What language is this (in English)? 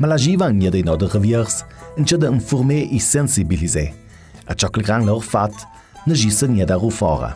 Ladin